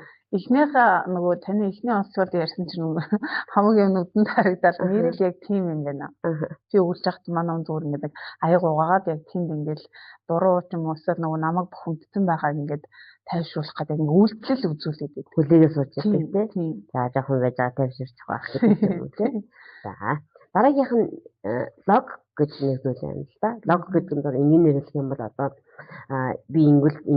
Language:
Mongolian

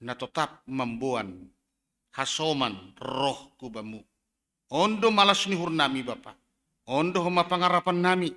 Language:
Batak Simalungun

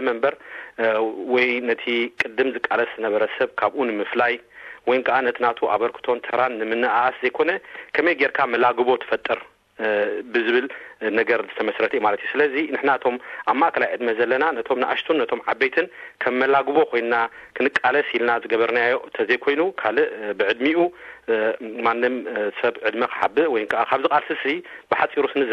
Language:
Tigrinya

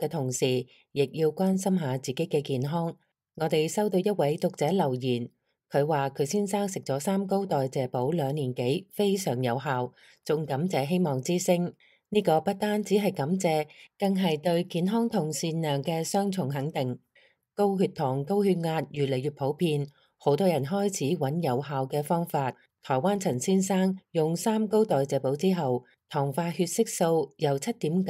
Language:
Cantonese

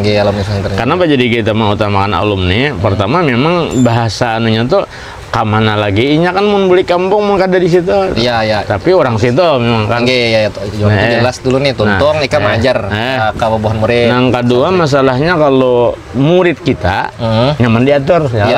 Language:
Banjar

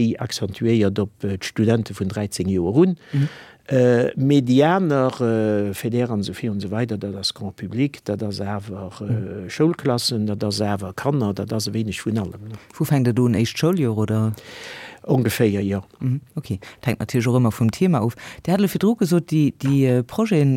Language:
Luxembourgish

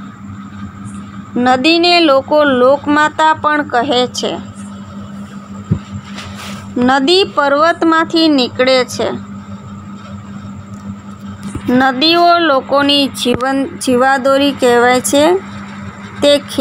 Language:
Gujarati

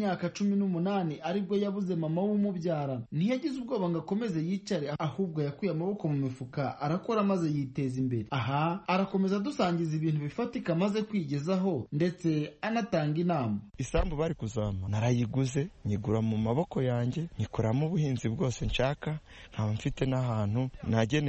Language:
Kinyarwanda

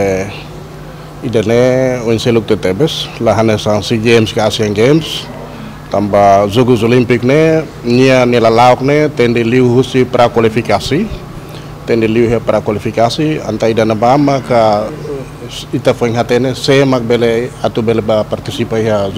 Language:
Tetum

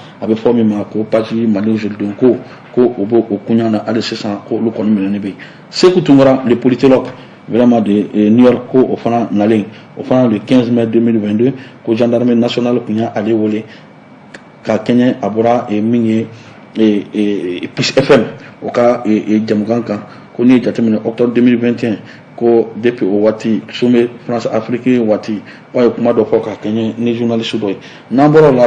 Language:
Bambara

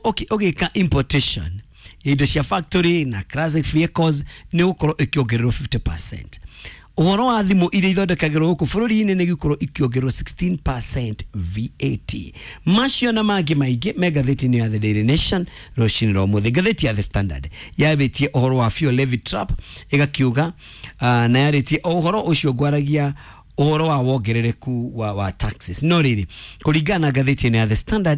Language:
Kikuyu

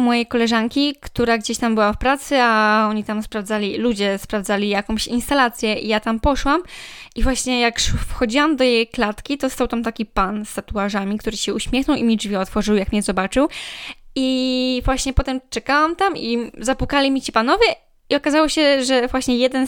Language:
Polish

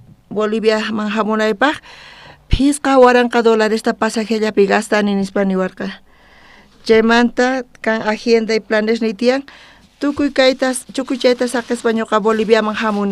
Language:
South Bolivian Quechua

